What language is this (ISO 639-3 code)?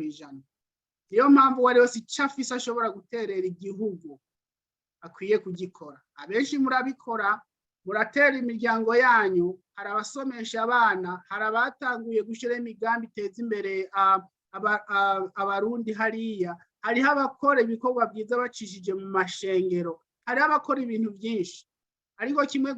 run